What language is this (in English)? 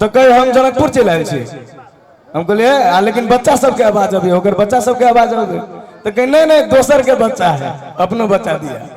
Maithili